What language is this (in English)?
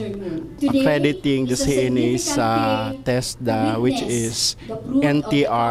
Bikol